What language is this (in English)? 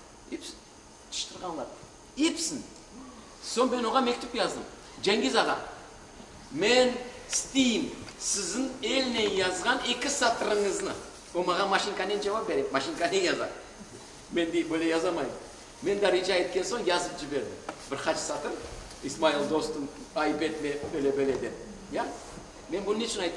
Crimean Tatar